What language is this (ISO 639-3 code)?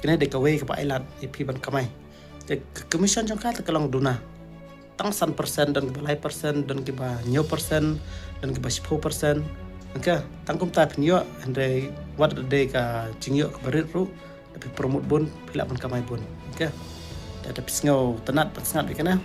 kha